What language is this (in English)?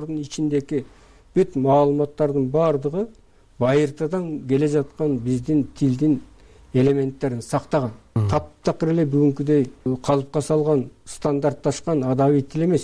Kyrgyz